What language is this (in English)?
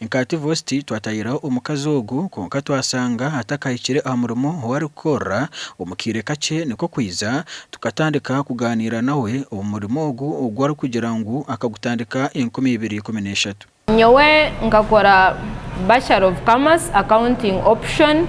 Nyankole